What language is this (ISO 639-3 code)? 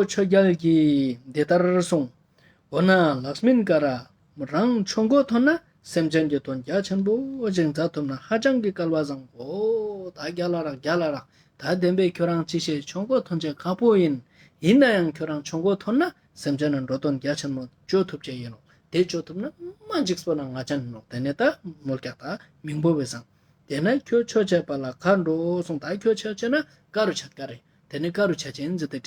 lbj